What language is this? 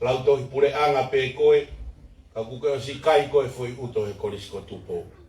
Tongan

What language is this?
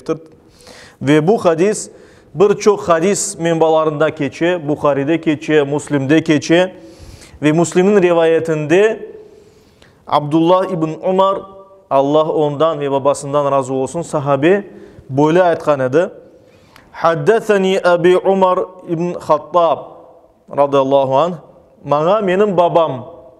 Crimean Tatar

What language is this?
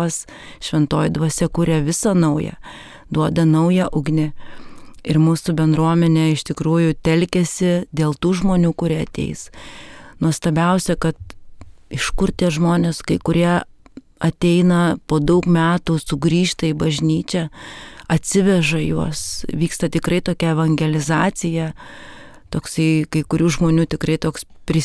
Lithuanian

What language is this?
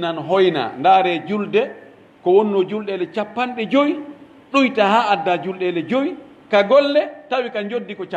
Pular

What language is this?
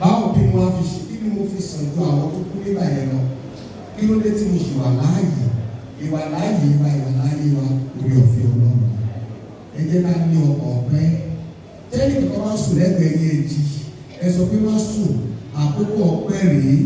Yoruba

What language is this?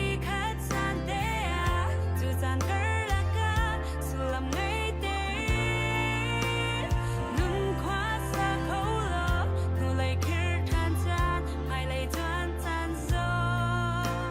Hakha Chin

